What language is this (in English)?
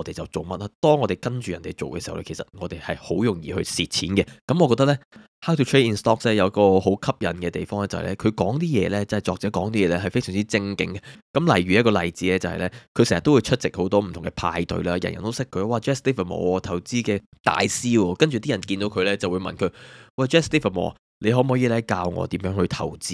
Cantonese